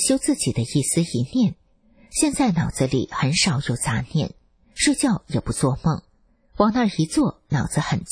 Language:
Chinese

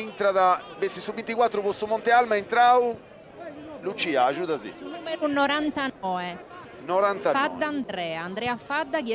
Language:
Sardinian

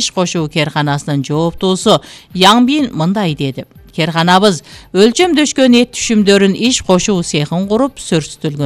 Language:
Kyrgyz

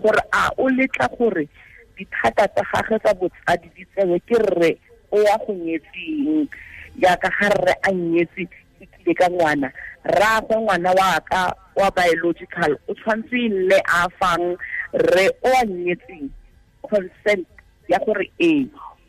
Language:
Tswana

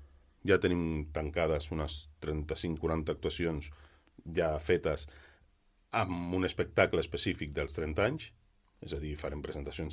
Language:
Catalan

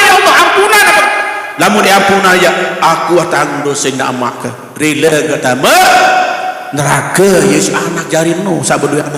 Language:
Sasak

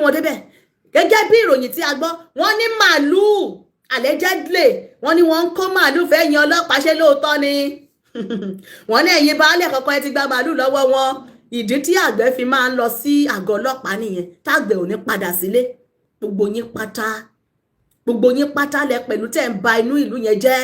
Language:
Yoruba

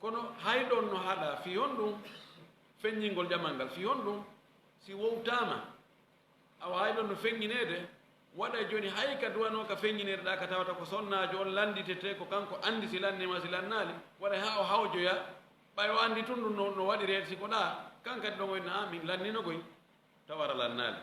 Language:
Fula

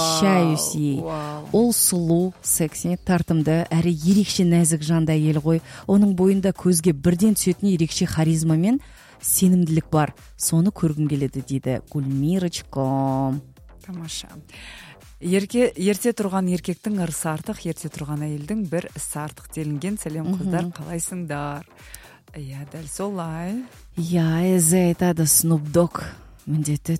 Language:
Kazakh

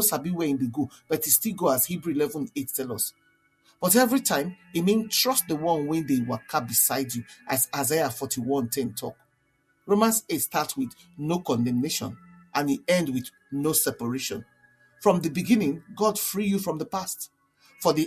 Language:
Nigerian Pidgin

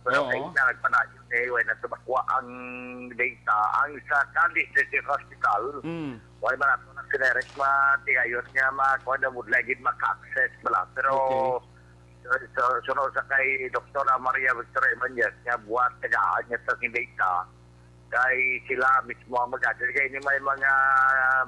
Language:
Hiligaynon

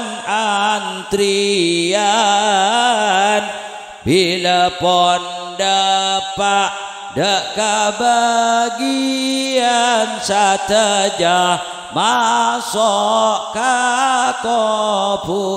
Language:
Madurese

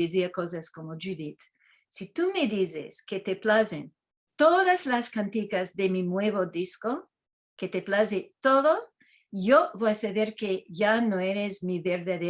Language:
Ladino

